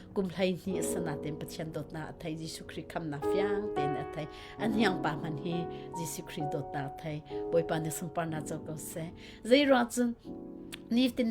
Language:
Hakha Chin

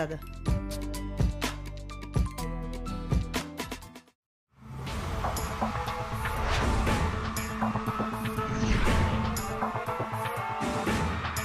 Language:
Kara-Kalpak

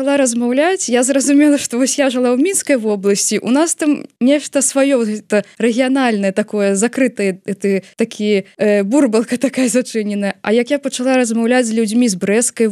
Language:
Belarusian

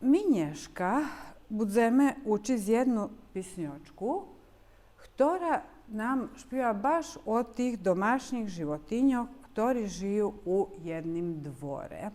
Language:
Rusyn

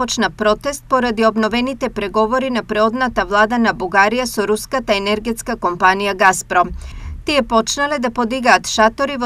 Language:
Macedonian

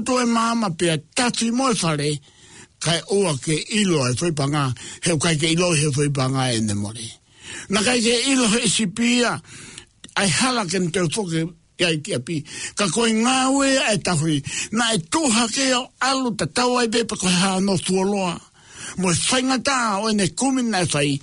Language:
Tongan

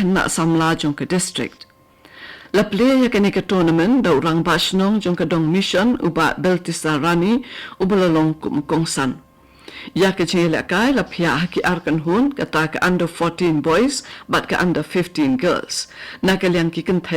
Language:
Khasi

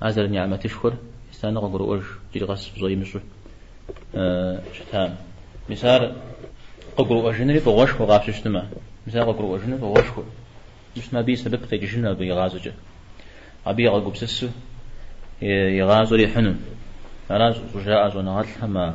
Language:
Kabardian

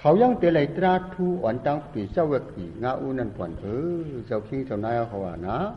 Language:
Shan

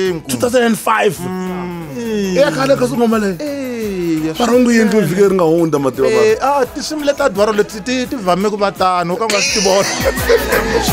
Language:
Tsonga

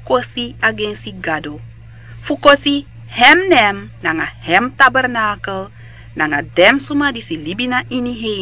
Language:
Sranan Tongo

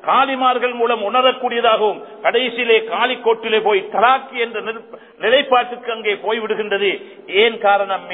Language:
Tamil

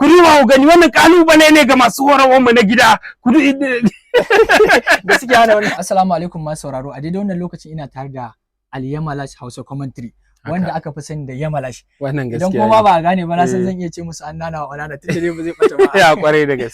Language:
Hausa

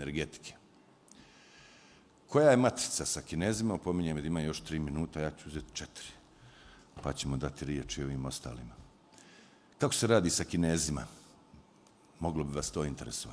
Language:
Bosnian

